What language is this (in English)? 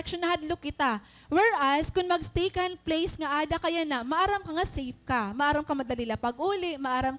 Waray